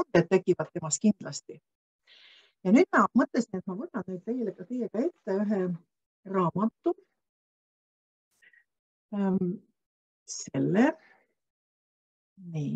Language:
Estonian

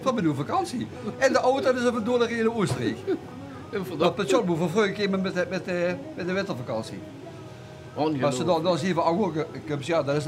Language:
Limburgish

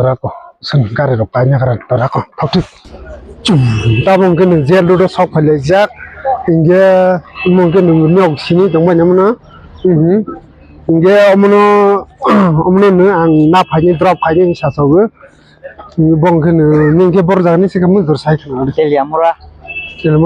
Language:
Kok Borok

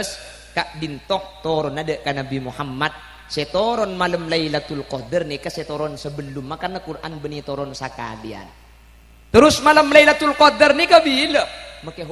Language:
Madurese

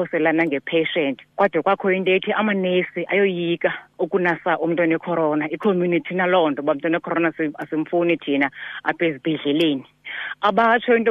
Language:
Xhosa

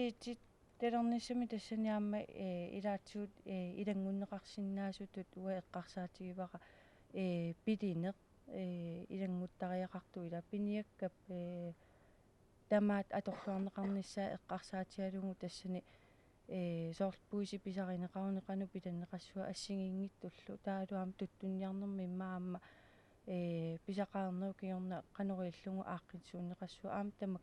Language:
Kalaallisut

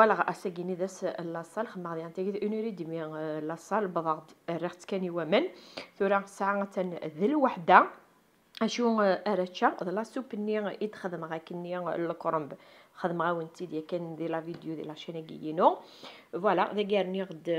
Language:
Kabyle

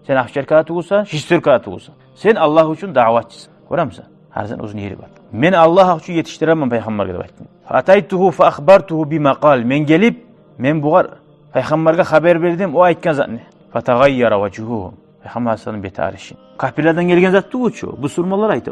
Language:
Kumyk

